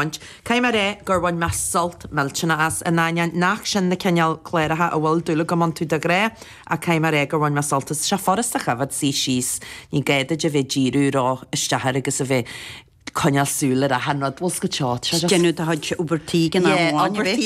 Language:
Irish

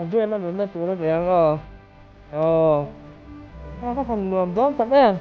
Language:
Mizo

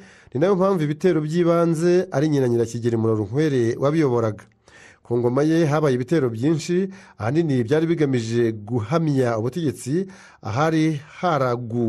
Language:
Kinyarwanda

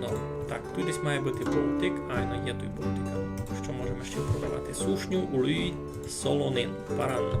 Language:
Rusyn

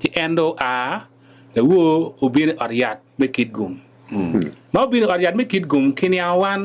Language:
Acoli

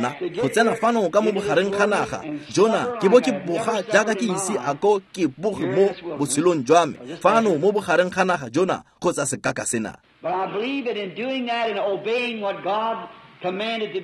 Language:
Tswana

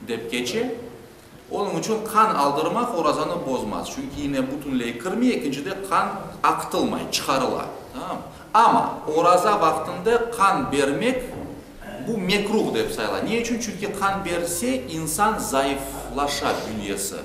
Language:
Crimean Tatar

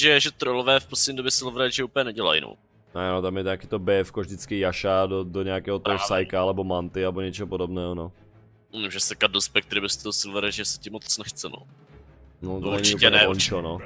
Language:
Czech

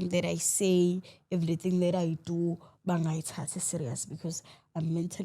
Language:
Zulu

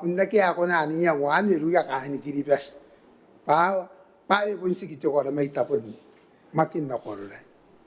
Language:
Gilbertese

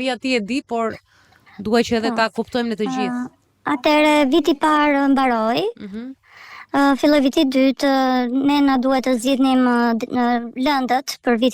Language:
Albanian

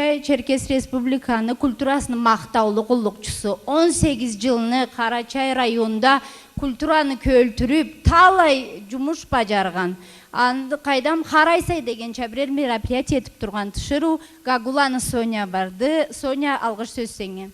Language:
Karachay-Balkar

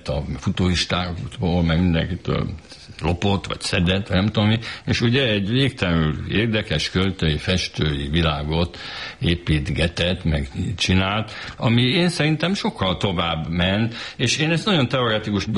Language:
Hungarian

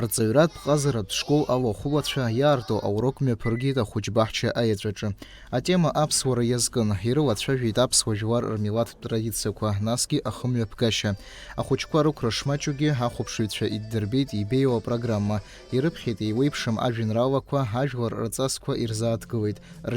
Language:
Abkhazian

